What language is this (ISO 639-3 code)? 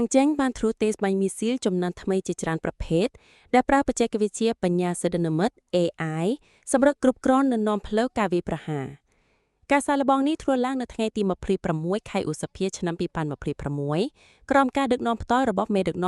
khm